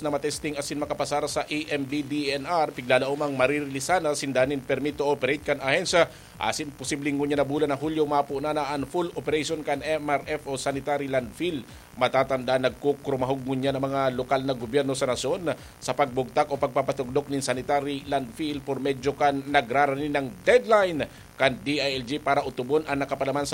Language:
Bikol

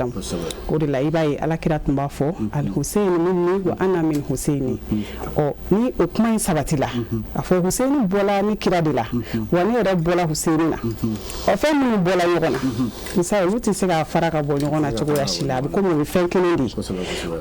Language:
Bambara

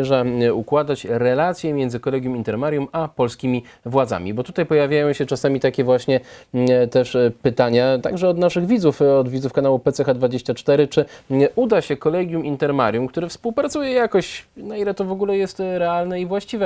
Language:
Polish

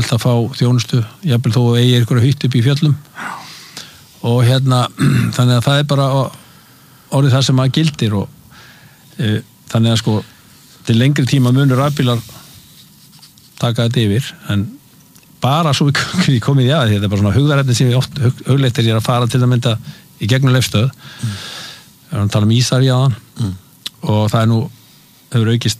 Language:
Icelandic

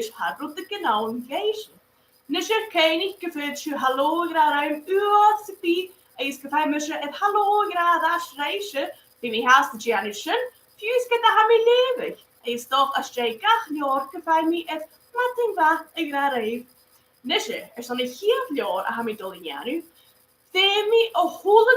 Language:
Scottish Gaelic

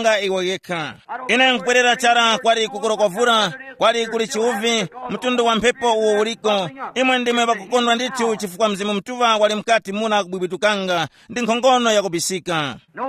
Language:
Tumbuka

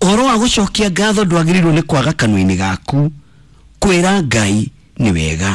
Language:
Kikuyu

